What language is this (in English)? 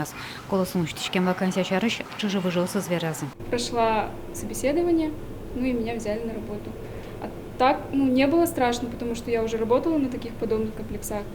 Udmurt